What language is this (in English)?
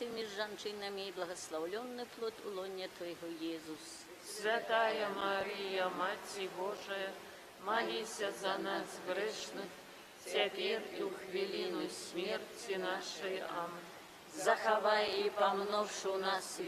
Belarusian